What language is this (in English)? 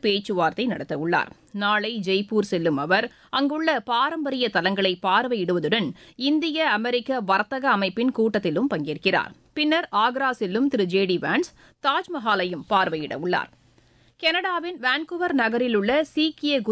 Tamil